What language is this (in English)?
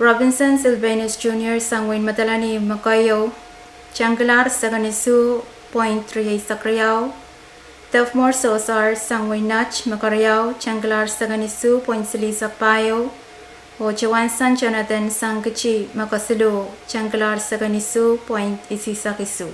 Pohnpeian